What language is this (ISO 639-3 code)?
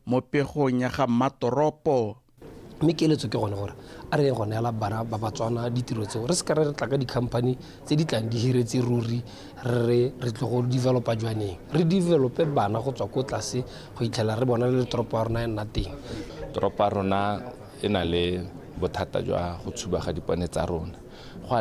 tsn